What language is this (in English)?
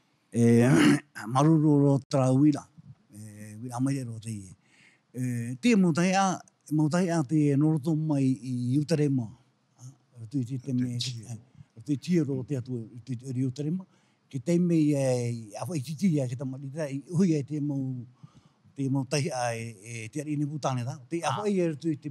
Tahitian